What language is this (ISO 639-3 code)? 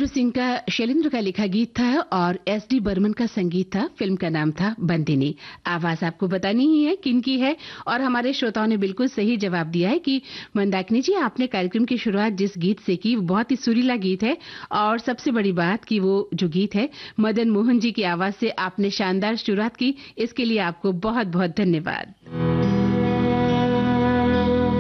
hin